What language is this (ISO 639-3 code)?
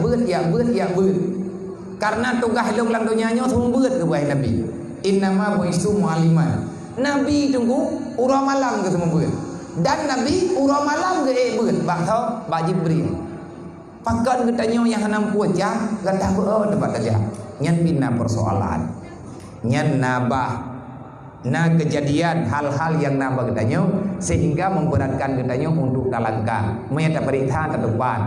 ace